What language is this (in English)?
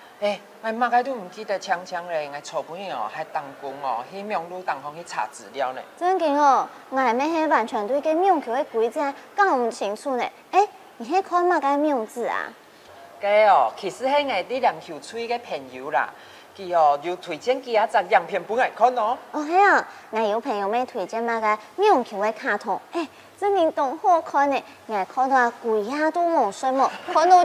Hakka Chinese